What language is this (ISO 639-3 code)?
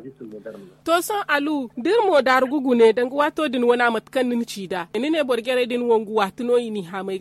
dje